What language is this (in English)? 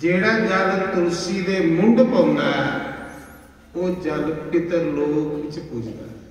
Dogri